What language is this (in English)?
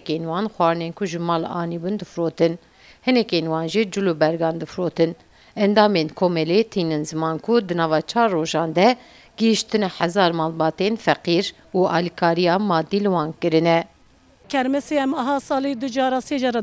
Kurdish